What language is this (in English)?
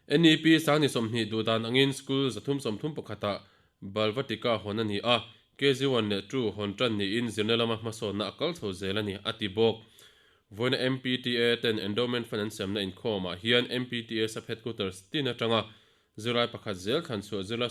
Mizo